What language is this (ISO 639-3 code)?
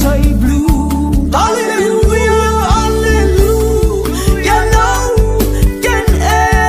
afr